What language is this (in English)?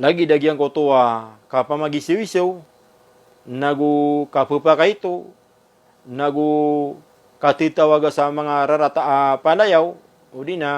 Maranao